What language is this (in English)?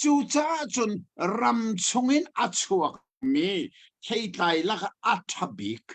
Hakha Chin